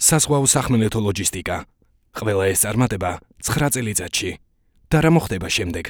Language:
Georgian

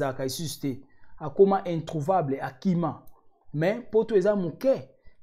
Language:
Lingala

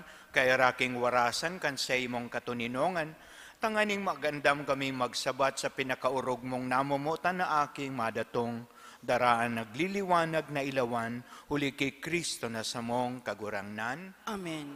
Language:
Bikol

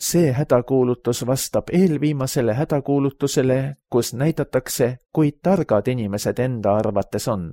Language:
Estonian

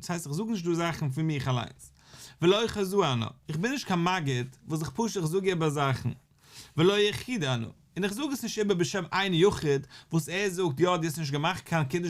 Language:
Yiddish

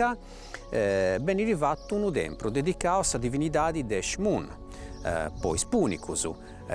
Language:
Sardinian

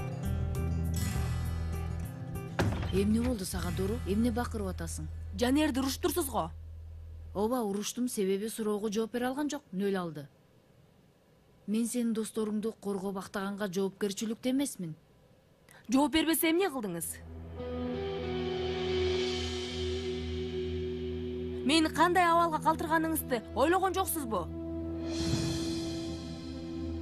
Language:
Kyrgyz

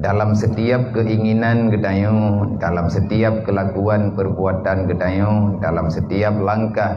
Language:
Achinese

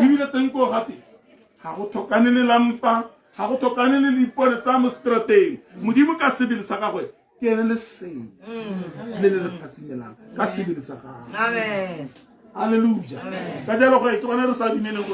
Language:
Tswana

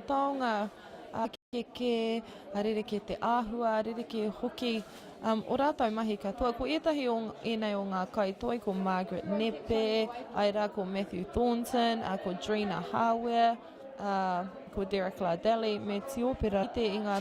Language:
Māori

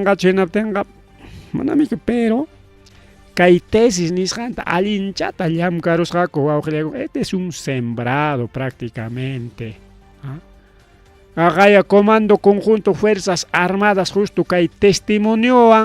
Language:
Ayacucho Quechua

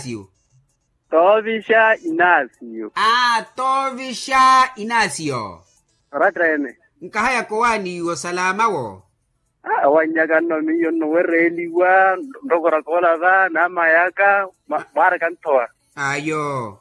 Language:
Makhuwa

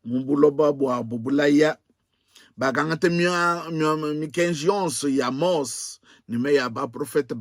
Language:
Luba-Lulua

